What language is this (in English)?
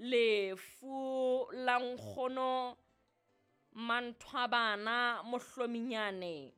Southern Sotho